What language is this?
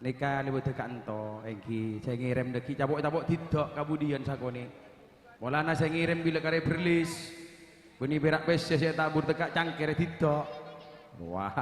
Madurese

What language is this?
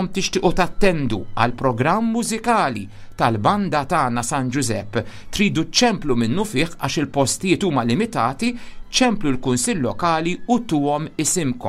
Maltese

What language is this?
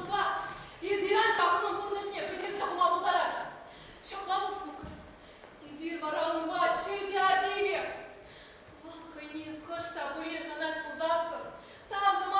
Chuvash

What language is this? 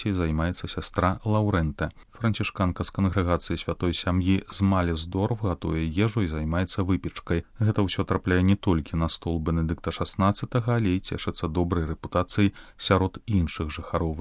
Belarusian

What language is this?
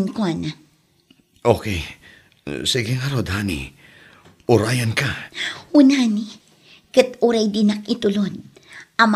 Iloko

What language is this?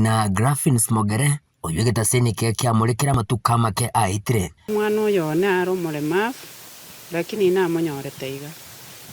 Gusii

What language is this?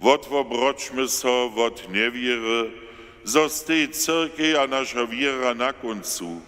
Upper Sorbian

